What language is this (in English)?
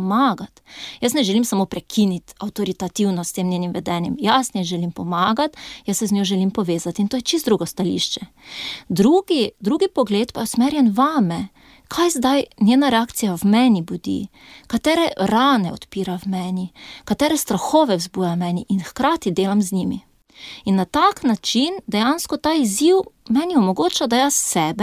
Slovenian